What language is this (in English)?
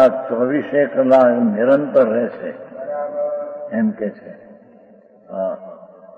Gujarati